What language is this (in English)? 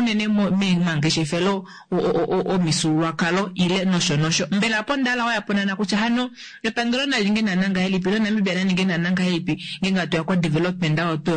Kuanyama